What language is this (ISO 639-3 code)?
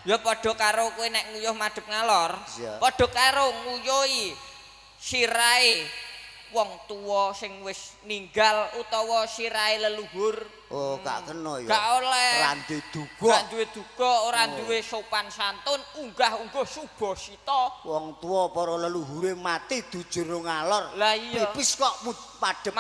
jav